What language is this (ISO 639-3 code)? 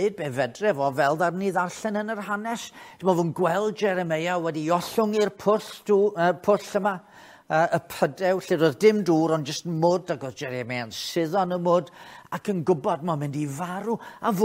cym